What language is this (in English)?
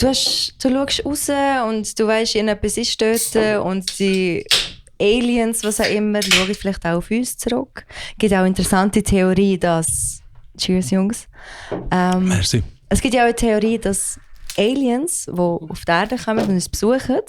Swiss German